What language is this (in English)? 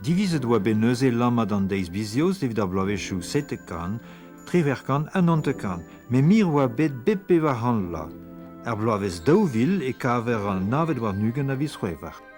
Breton